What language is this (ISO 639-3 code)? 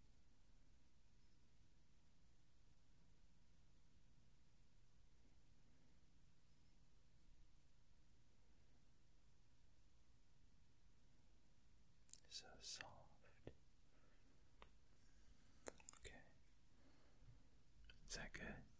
eng